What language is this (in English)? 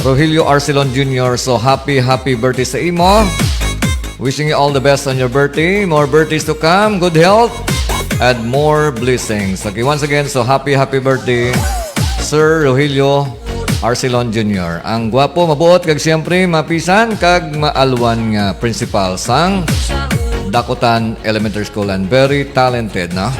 Hiligaynon